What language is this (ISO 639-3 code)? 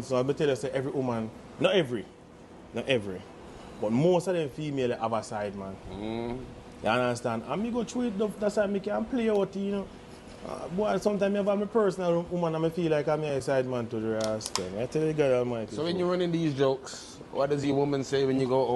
jam